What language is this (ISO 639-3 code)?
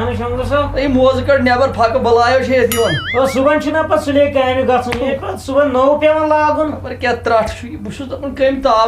kas